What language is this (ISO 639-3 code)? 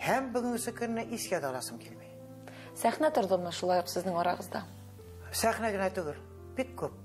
tat